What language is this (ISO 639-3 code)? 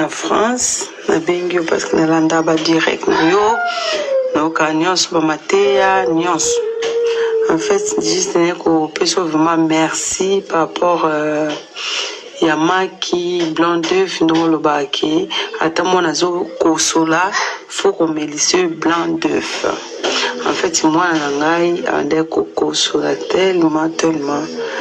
lin